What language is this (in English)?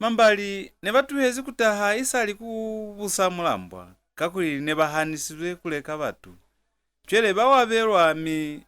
Lozi